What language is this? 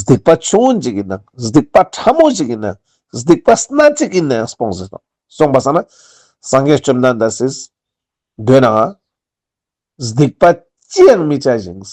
Ladakhi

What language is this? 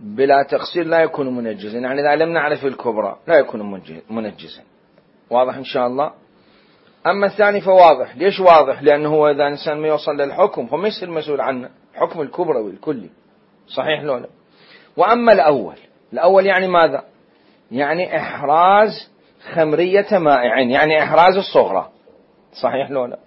Mesopotamian Arabic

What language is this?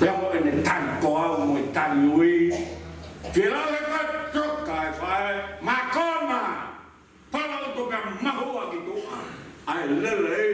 Tongan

